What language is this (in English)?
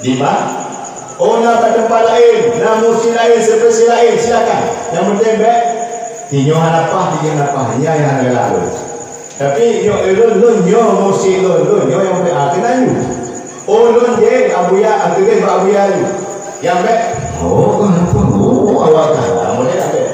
Achinese